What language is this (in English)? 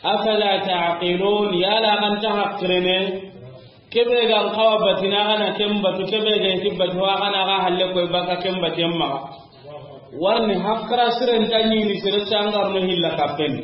Soninke